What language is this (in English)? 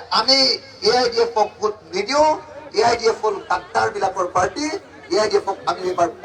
Assamese